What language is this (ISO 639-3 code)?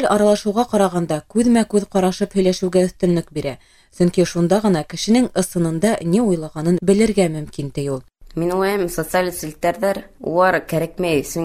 bak